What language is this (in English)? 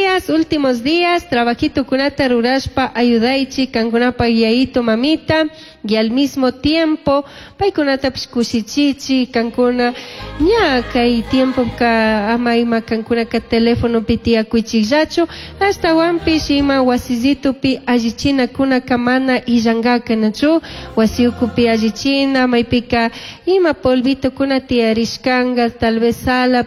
Chimborazo Highland Quichua